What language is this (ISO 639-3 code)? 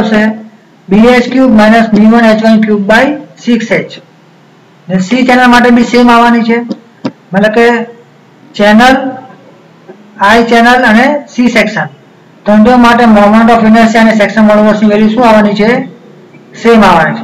guj